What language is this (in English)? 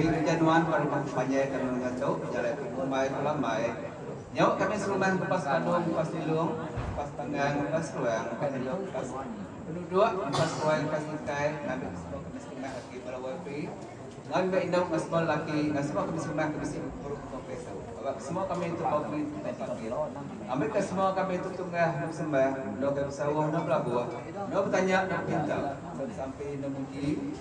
Iban